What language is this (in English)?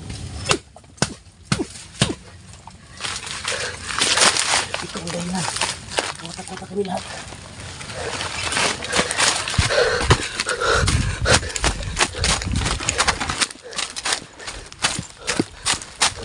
Filipino